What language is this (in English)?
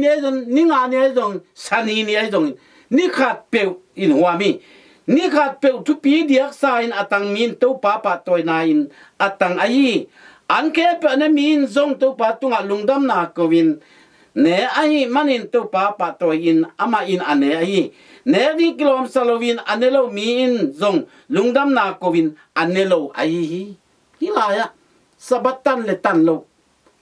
Tedim Chin